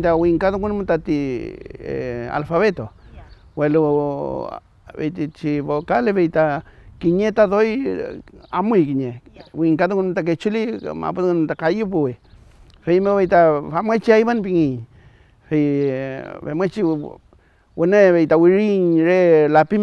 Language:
Mapuche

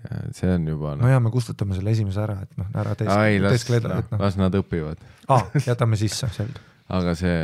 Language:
Estonian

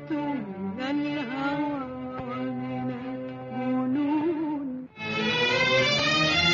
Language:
Egyptian Arabic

